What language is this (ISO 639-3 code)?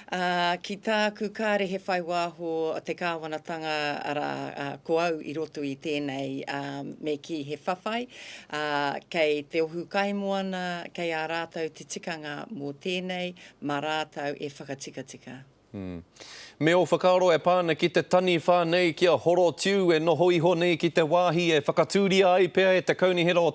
mri